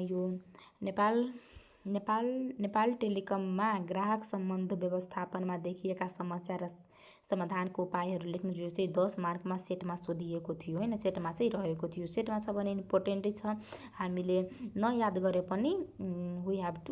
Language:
Nepali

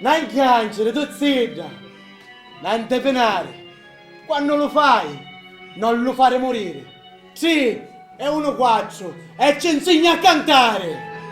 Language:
Sicilian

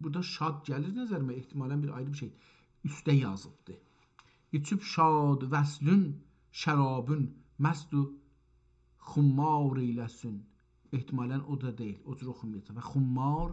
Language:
South Azerbaijani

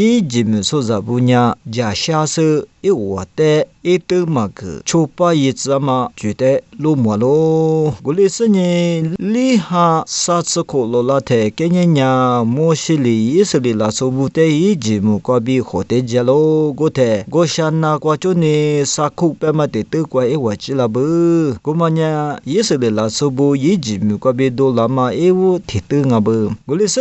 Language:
Lisu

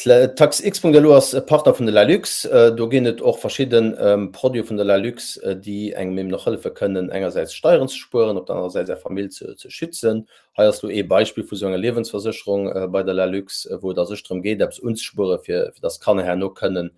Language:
Luxembourgish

